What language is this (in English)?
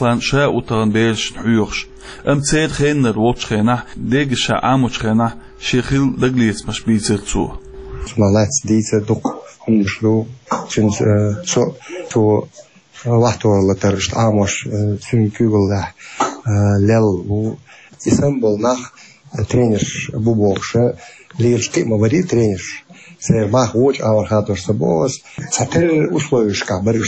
Chechen